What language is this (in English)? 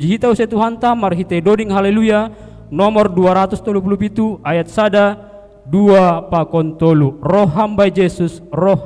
Batak Simalungun